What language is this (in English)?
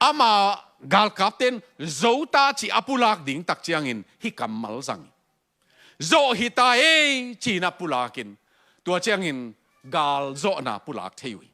Tedim Chin